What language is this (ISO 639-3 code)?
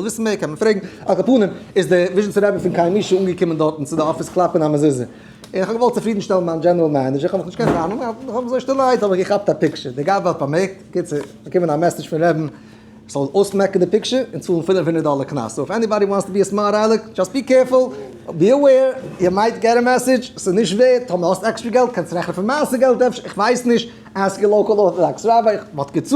yid